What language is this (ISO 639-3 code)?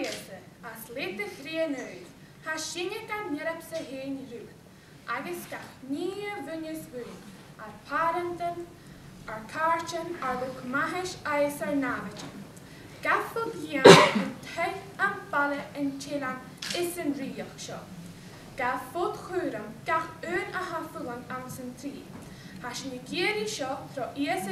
gla